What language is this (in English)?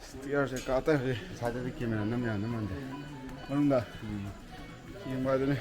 Manipuri